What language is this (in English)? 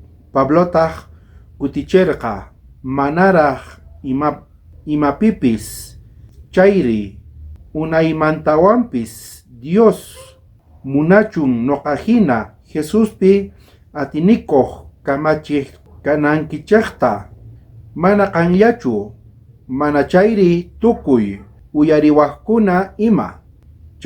South Bolivian Quechua